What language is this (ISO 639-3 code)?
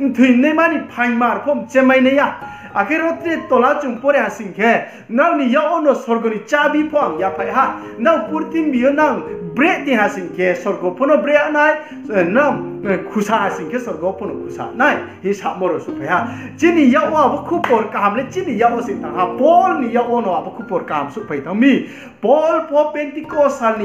ria